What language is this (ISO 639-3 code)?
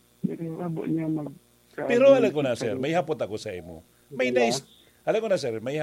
bik